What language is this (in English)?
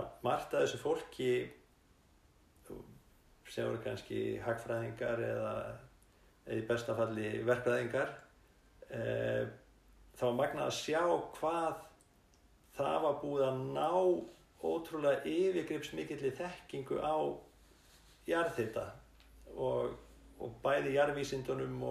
Icelandic